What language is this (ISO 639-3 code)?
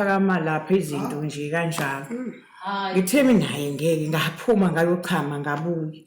zul